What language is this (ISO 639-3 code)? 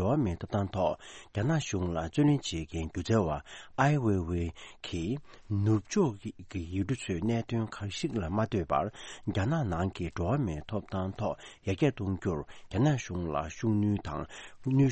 bod